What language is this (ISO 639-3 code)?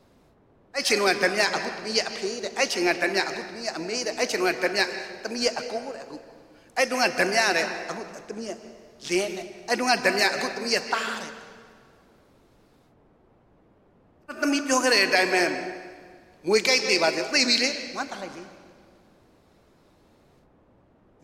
mya